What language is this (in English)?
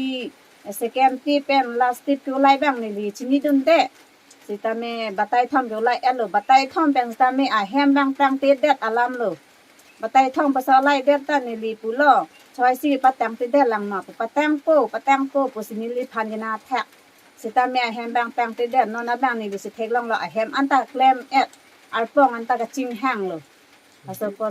Karbi